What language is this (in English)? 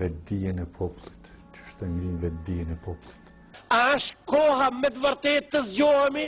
Albanian